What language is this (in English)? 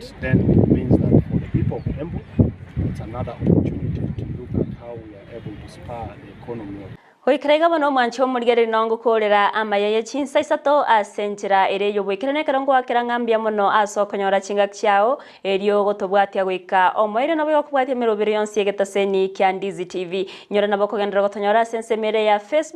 Gusii